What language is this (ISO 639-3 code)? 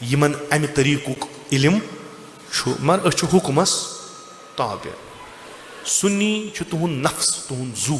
kas